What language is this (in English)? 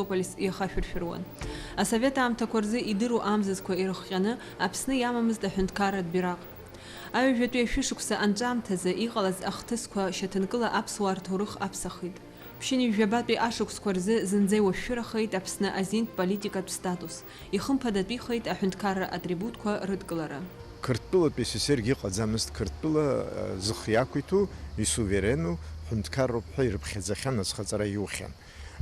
Abkhazian